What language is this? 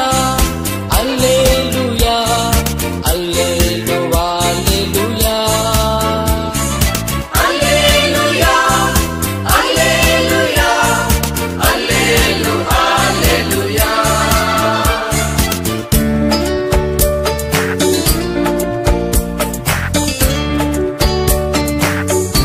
Konkani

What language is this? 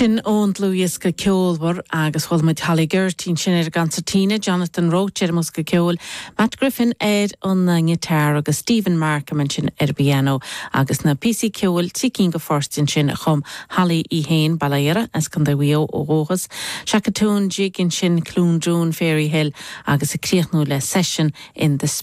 Irish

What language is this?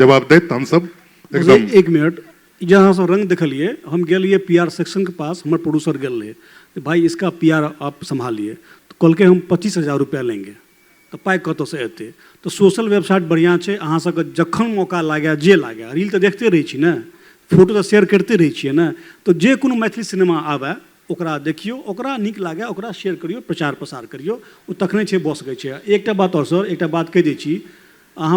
Maithili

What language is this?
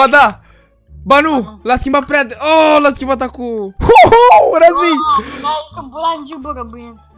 Romanian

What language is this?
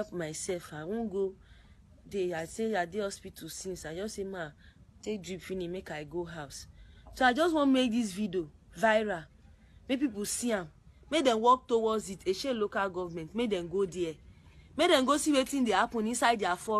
Nigerian Pidgin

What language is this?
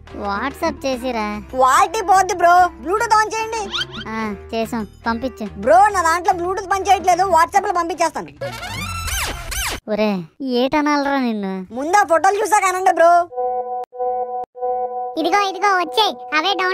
Telugu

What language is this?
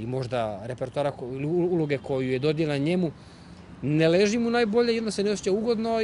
Croatian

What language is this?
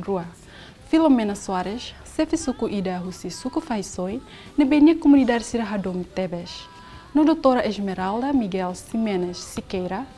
Tetum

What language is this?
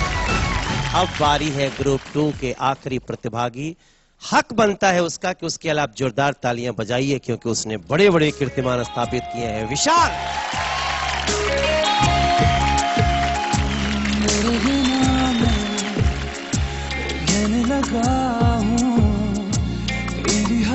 Hindi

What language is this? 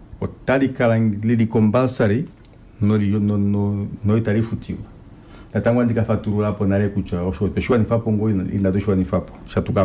Kuanyama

